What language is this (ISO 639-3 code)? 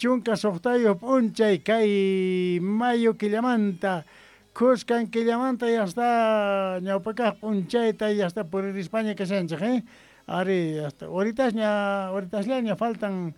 que